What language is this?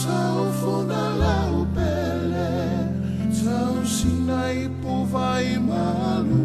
Samoan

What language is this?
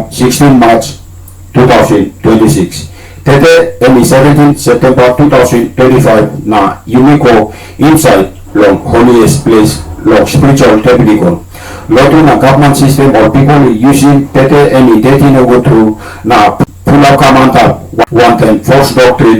Tok Pisin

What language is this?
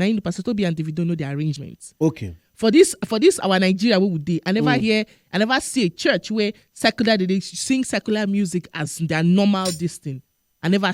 Nigerian Pidgin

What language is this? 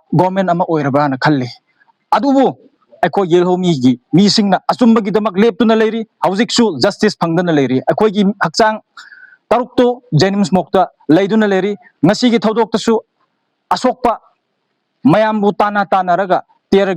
Manipuri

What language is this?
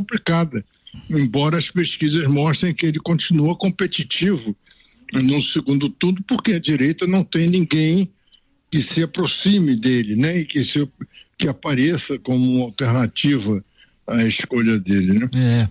Portuguese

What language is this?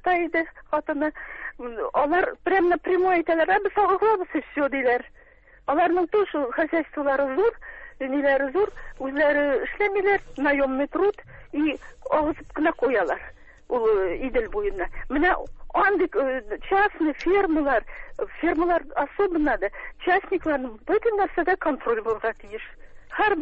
Tatar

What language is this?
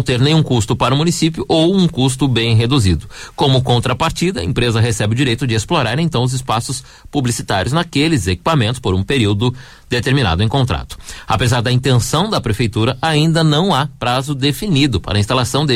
Portuguese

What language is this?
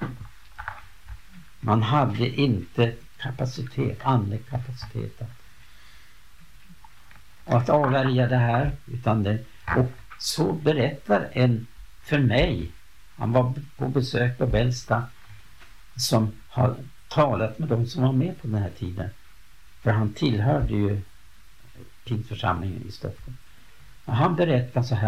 Swedish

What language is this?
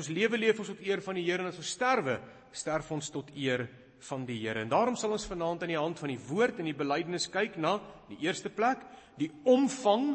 Afrikaans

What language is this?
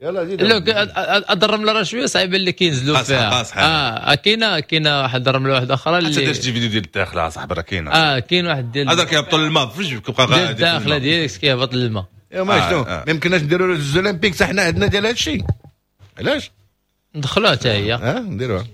Moroccan Arabic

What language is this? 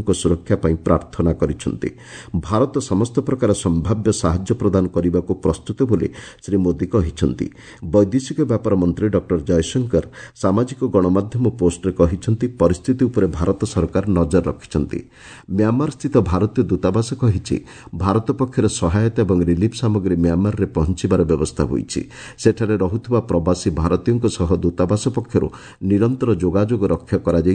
Odia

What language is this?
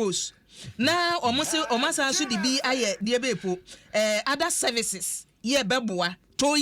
Akan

